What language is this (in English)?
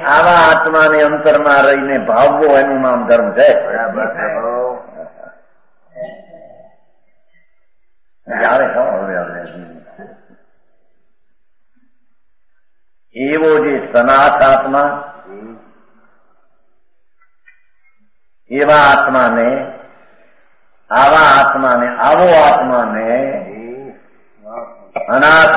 Gujarati